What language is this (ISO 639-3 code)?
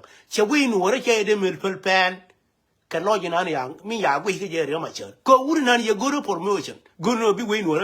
nus